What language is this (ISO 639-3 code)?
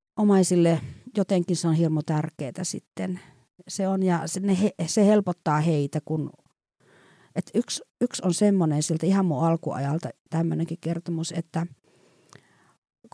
fin